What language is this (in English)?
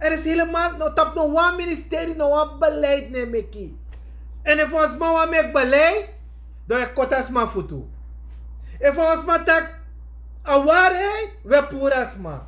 Sranan Tongo